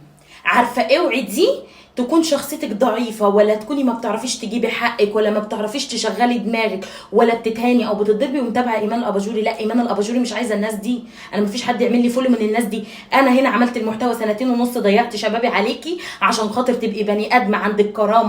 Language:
Egyptian Arabic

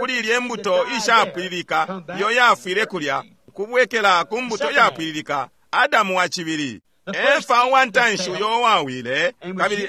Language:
Bemba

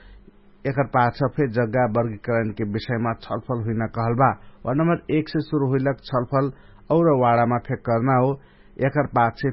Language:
Dangaura Tharu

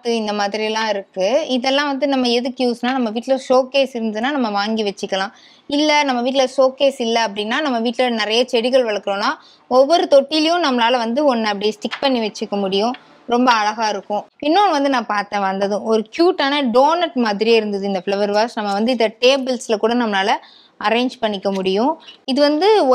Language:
Tamil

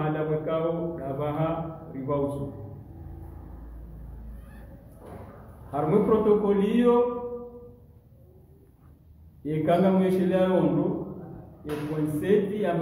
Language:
Swahili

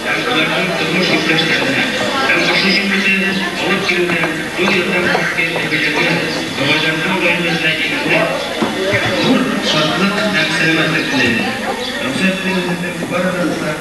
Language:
Bashkir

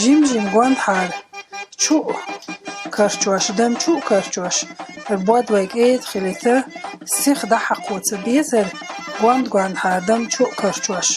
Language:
Chechen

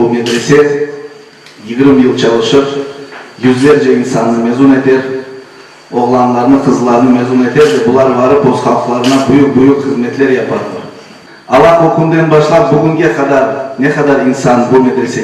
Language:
Crimean Tatar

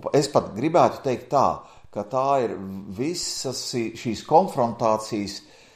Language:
Latvian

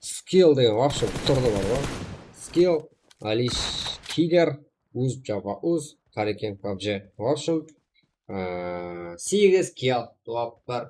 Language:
Kara-Kalpak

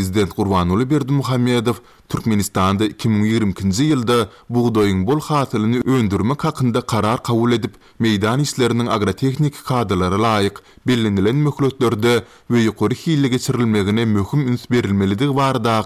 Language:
Turkmen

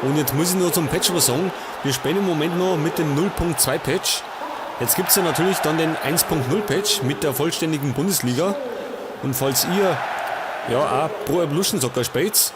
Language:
Bavarian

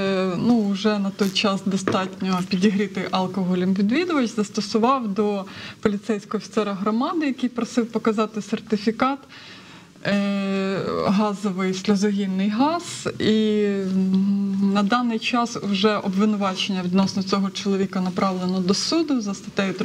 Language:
Ukrainian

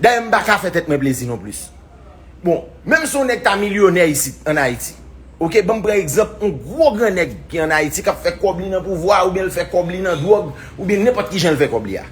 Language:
Haitian Creole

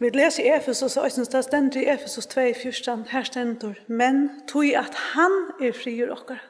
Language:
Faroese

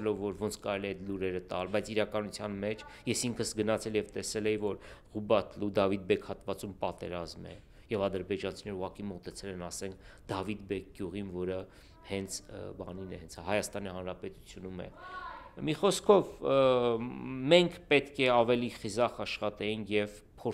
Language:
Armenian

